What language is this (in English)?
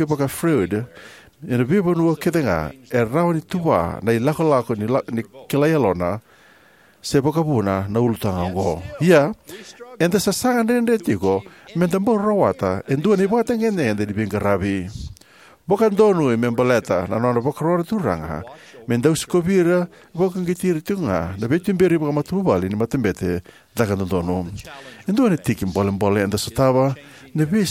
Fijian